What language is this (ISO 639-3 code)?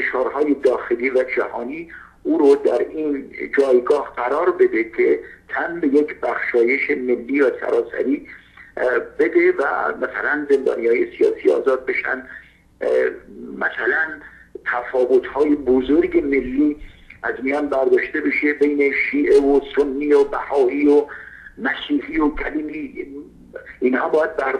fas